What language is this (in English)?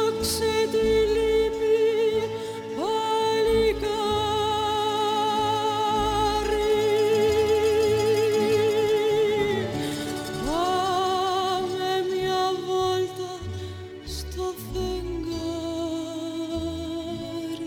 Greek